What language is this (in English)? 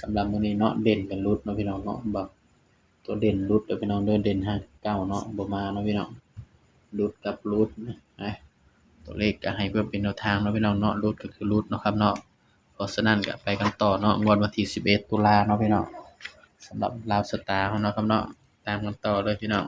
Northeastern Thai